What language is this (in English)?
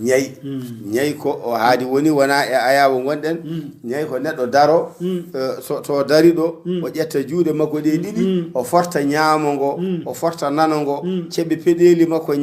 Fula